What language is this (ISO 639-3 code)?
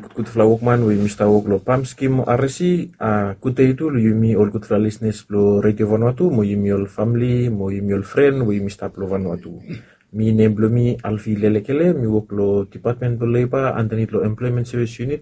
bis